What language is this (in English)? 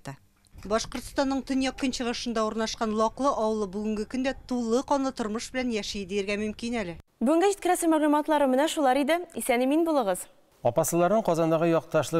Tatar